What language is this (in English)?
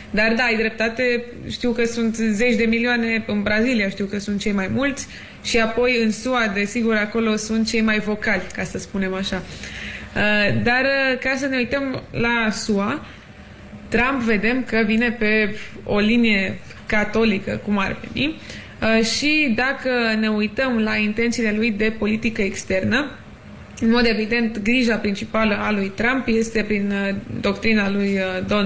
Romanian